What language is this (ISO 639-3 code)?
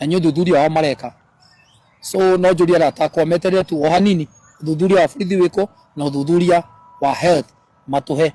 kik